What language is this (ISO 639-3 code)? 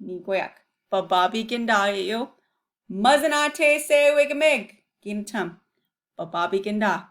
ciw